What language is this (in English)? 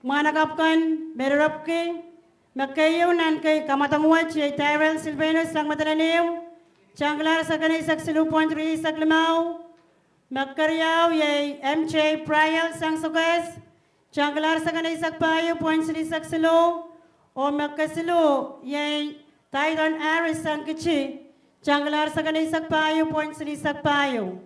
Pohnpeian